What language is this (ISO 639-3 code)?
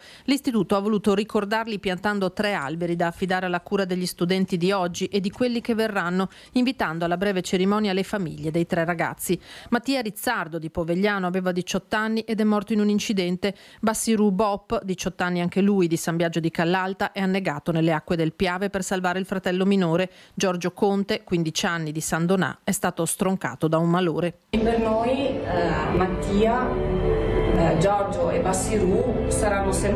ita